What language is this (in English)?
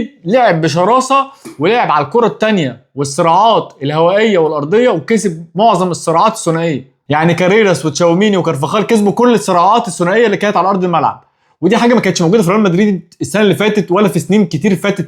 Egyptian Arabic